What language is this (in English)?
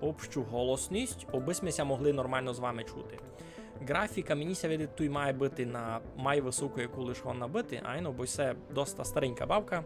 Rusyn